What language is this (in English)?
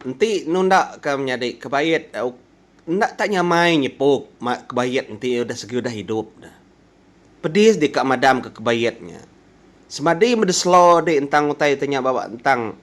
Iban